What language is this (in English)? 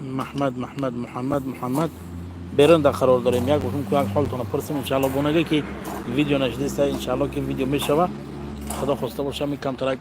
Tajik